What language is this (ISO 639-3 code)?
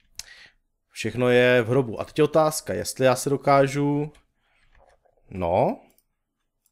ces